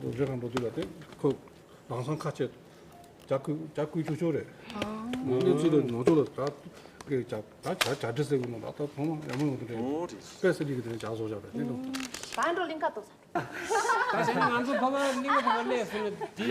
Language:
Tibetan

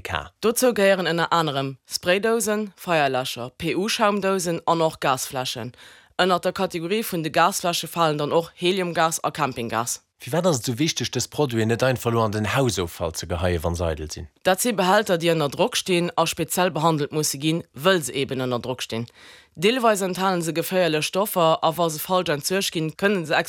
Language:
Luxembourgish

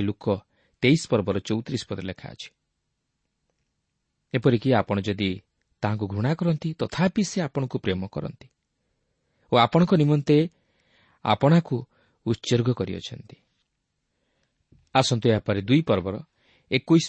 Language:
Odia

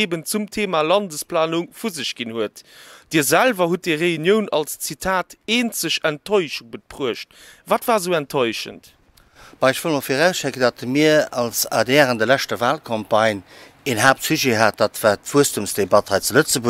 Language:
Luxembourgish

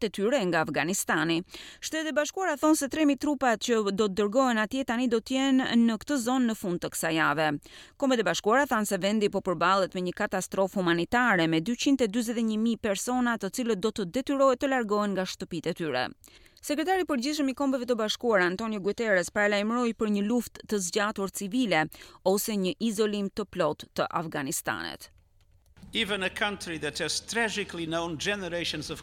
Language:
Albanian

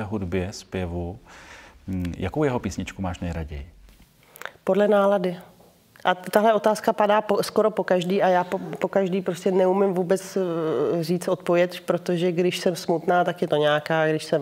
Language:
Czech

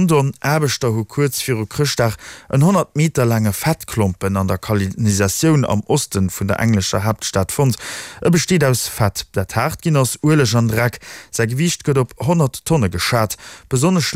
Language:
Luxembourgish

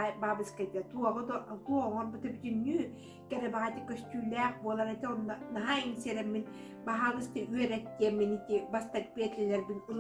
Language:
Yakut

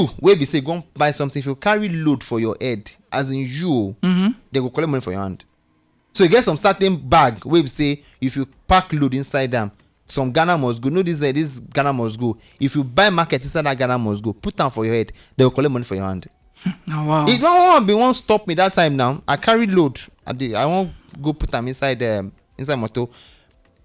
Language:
Nigerian Pidgin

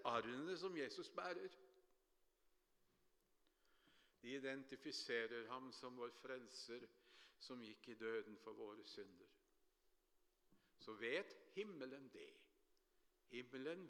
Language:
Norwegian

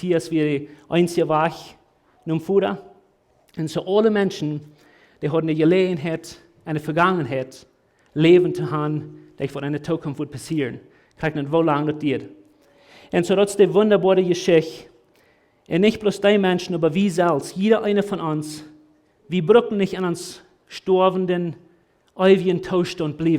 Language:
Plautdietsch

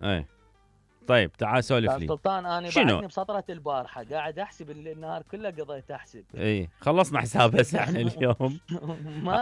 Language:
Mesopotamian Arabic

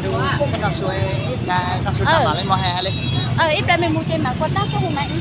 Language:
Hmong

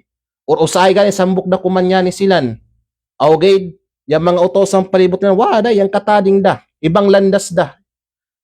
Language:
Kalagan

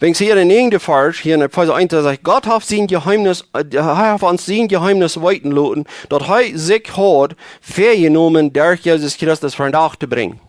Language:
Plautdietsch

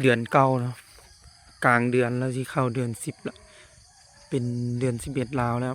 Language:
Lao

